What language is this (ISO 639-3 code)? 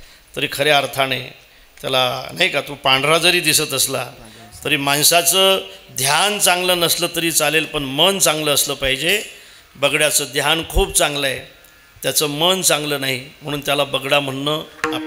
mar